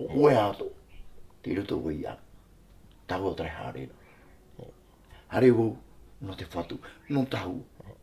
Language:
Tahitian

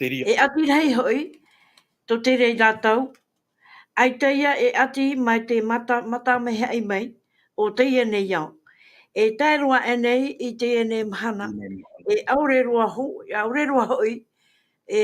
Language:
Tahitian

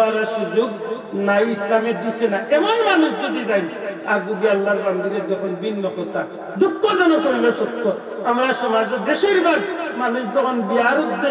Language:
Sylheti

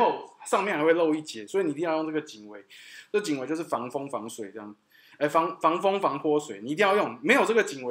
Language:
Chinese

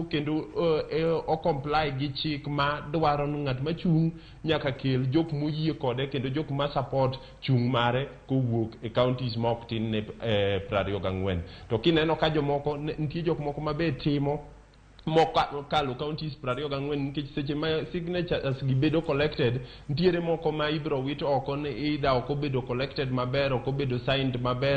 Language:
Luo (Kenya and Tanzania)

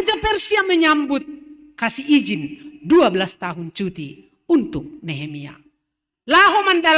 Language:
Batak Simalungun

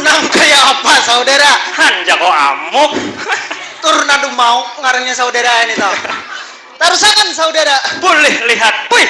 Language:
Banjar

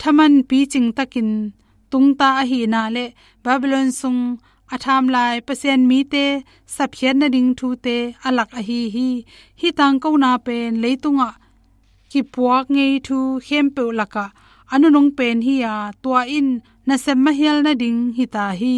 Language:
Tedim Chin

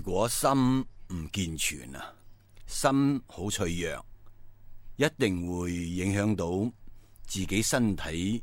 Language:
Cantonese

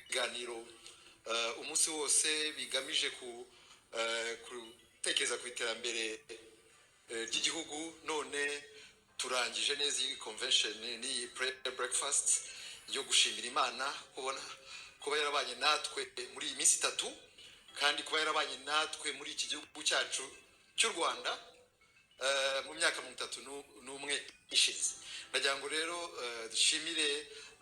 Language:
Kinyarwanda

